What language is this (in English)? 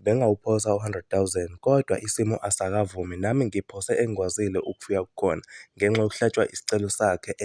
Zulu